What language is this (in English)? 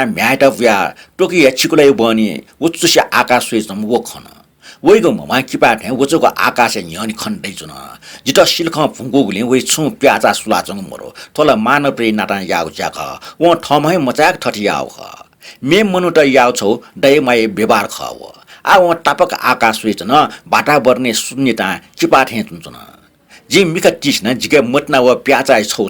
Newari